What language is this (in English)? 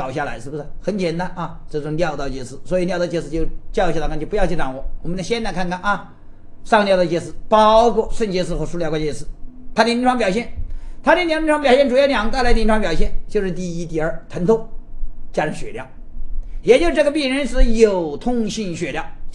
Chinese